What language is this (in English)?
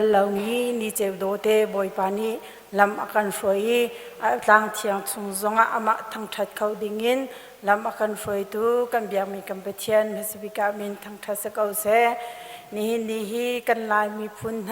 Hakha Chin